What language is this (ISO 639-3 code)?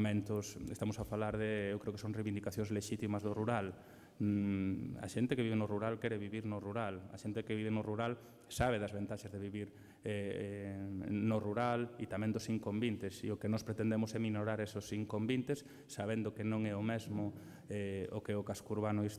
glg